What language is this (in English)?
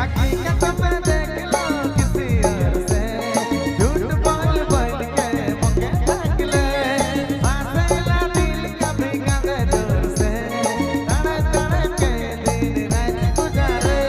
Sadri